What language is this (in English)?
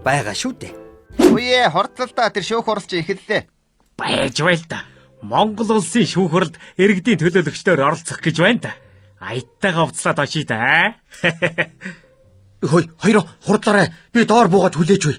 Mongolian